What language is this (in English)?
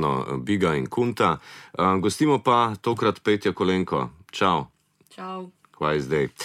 Slovenian